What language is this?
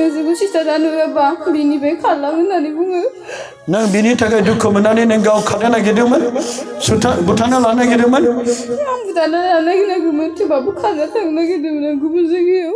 Bodo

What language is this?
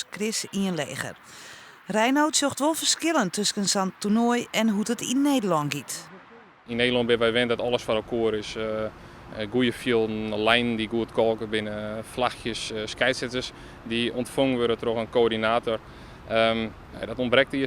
Western Frisian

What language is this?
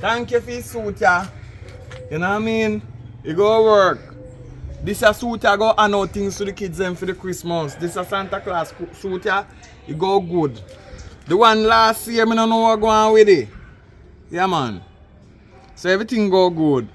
Jamaican Creole English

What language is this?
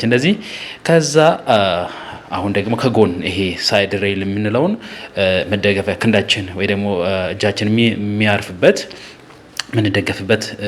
Amharic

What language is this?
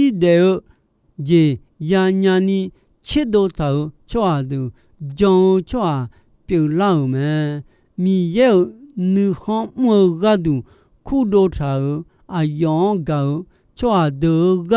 Akha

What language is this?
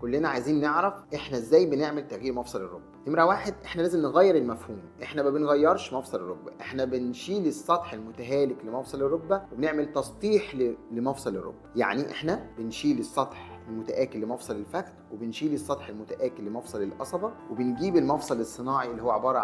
Egyptian Arabic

